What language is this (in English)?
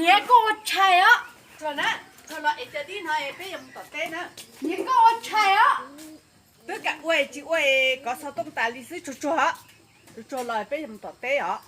Hmong